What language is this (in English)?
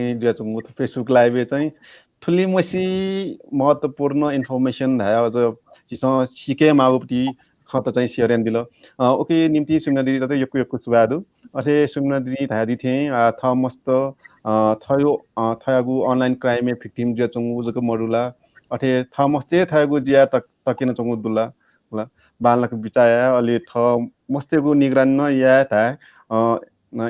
Newari